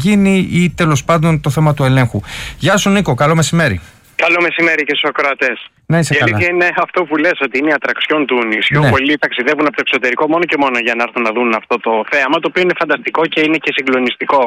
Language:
Greek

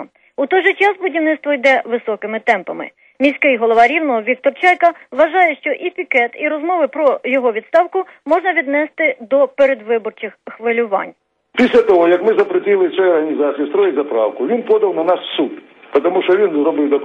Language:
Ukrainian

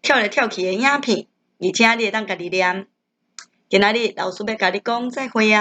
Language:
Min Nan Chinese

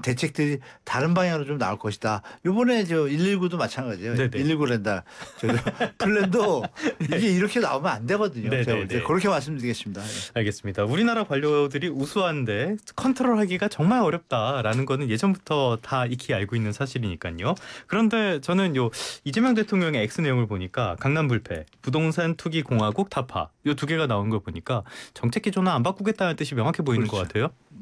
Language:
Korean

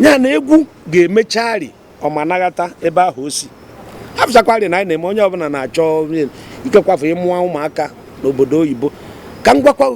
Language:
Igbo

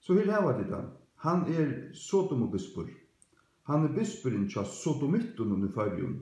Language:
Faroese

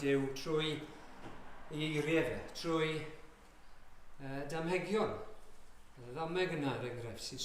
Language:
Welsh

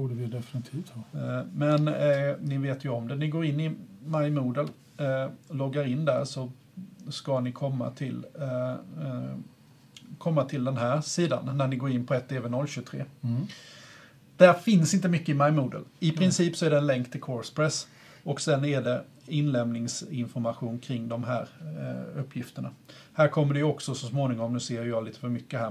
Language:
Swedish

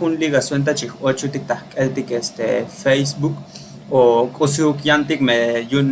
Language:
Tzotzil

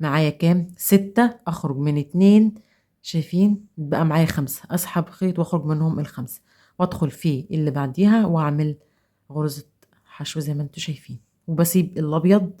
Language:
Egyptian Arabic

